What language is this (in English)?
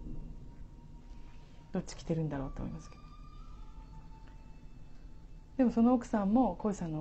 Japanese